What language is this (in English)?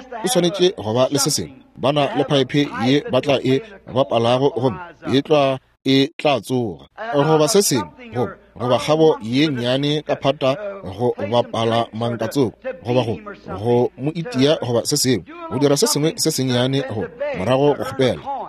Northern Sotho